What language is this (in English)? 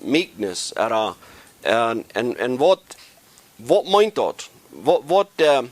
Plautdietsch